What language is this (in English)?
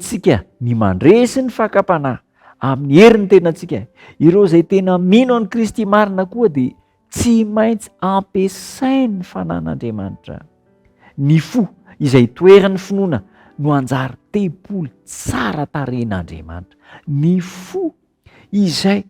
Malagasy